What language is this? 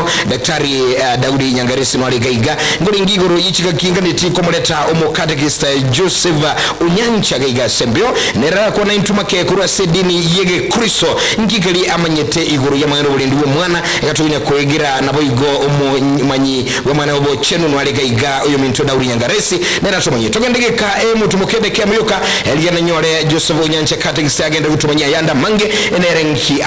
Gusii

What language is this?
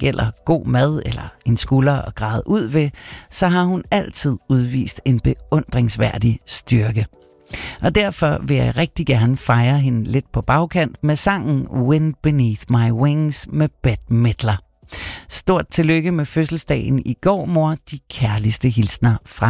Danish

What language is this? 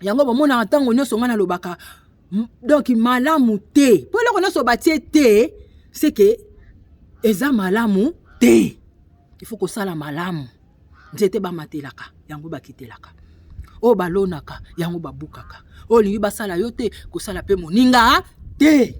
Lingala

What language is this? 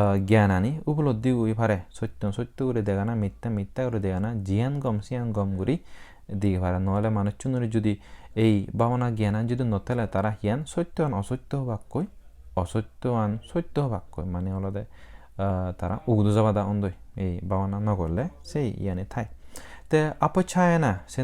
Chakma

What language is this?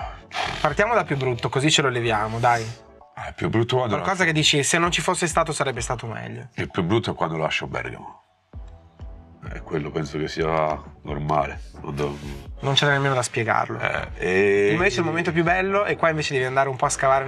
Italian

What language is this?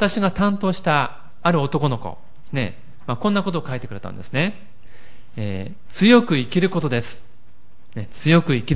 Japanese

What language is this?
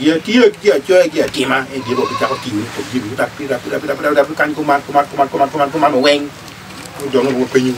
Acoli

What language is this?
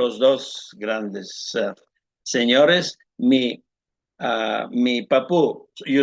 Ladino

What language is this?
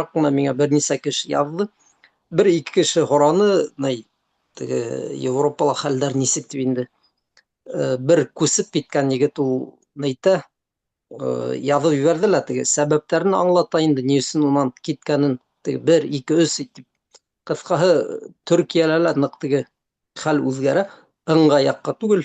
Bashkir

